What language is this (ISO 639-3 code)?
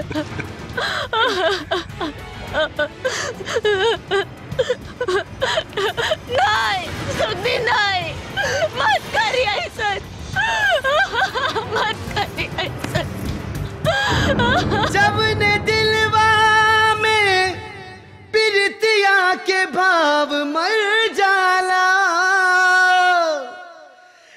bho